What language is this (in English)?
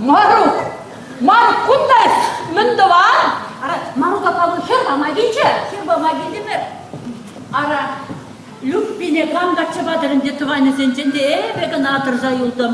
Chuvash